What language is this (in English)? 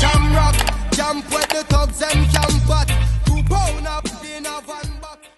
Jamaican Creole English